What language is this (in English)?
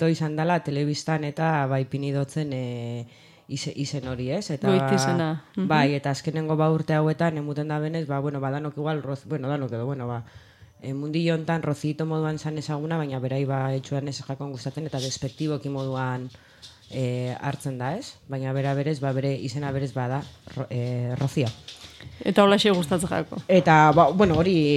Basque